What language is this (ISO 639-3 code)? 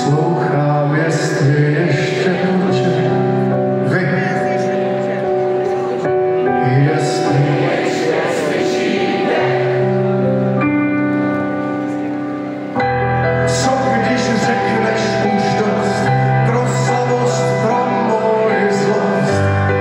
ces